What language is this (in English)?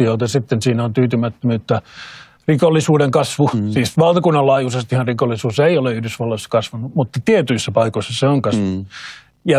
Finnish